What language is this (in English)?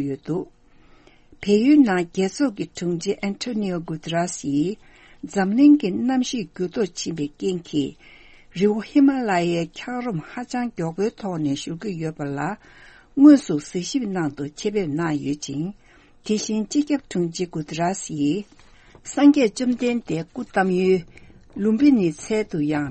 Tibetan